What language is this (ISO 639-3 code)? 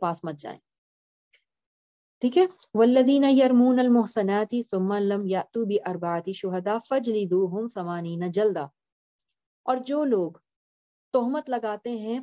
urd